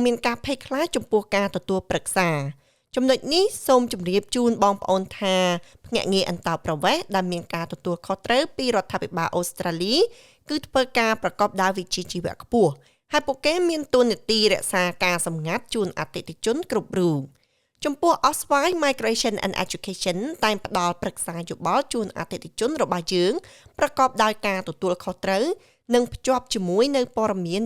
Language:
Khmer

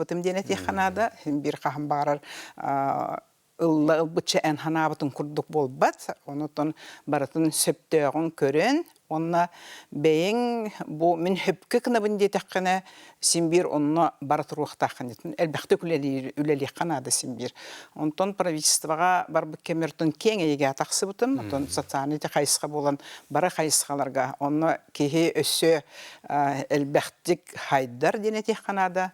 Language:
Yakut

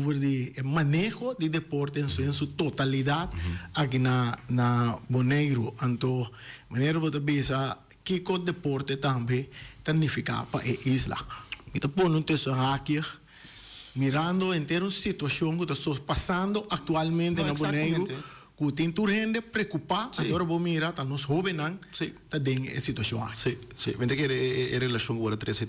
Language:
Papiamento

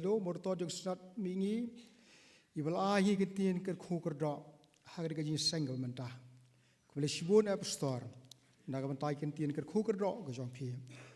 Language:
Khasi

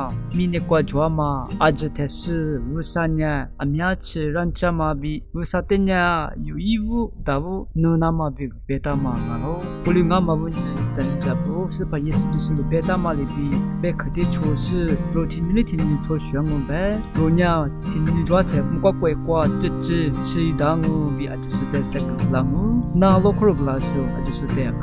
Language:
Lisu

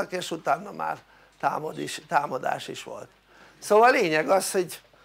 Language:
Hungarian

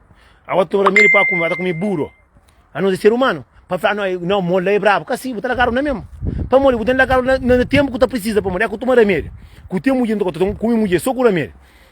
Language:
Kabuverdianu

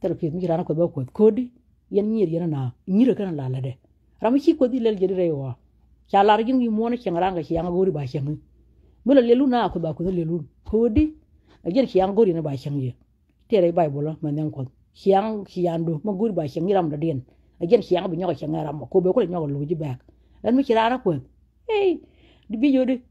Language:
Nuer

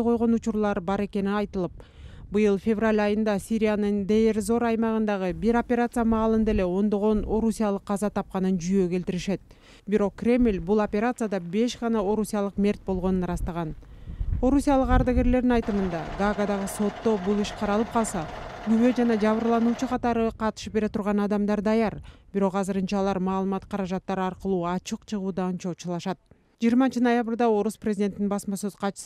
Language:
Kyrgyz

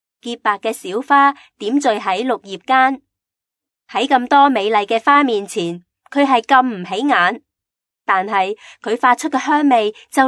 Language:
Cantonese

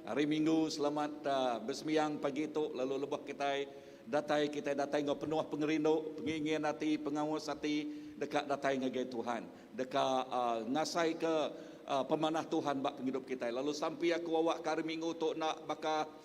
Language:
Iban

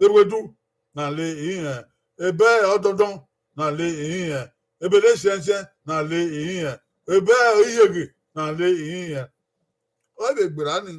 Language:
Bini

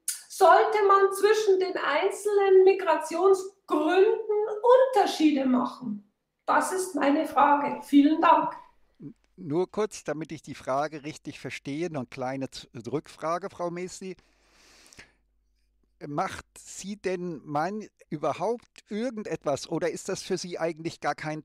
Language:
German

